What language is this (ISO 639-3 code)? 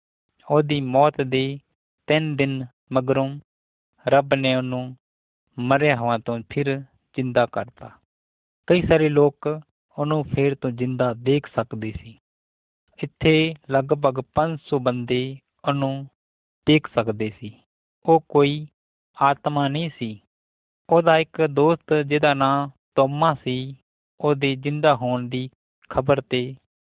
pan